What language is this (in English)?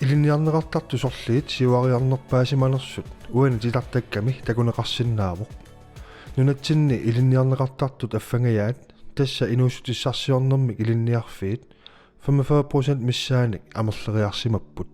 Kalaallisut